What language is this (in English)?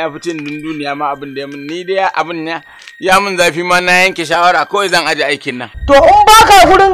Hausa